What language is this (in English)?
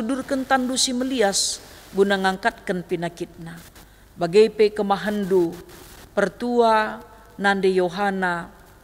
Batak Karo